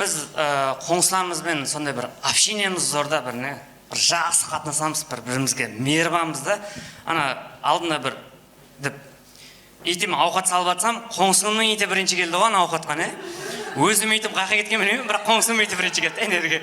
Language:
Kara-Kalpak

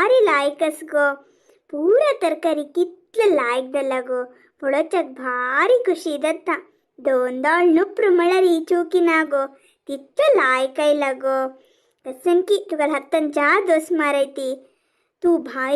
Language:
Konkani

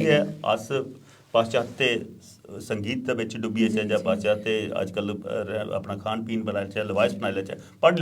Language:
Dogri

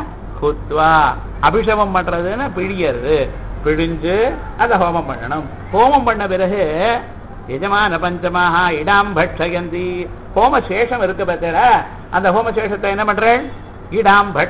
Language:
Tamil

